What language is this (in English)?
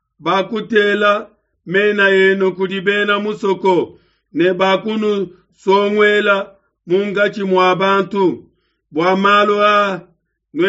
Luba-Lulua